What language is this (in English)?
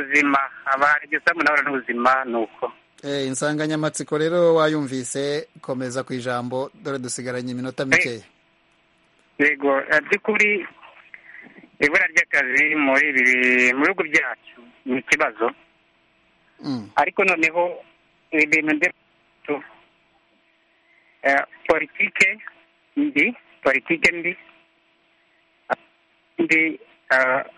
Kinyarwanda